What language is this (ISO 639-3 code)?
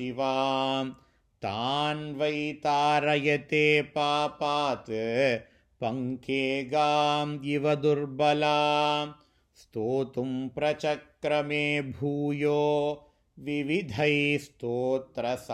san